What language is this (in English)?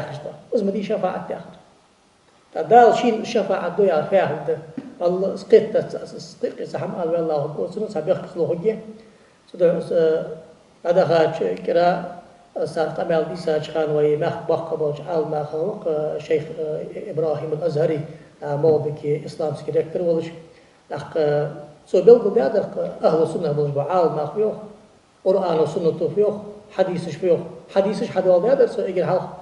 Ingush